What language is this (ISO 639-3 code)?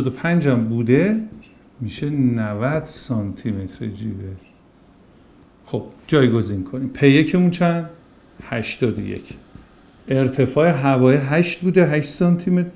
fas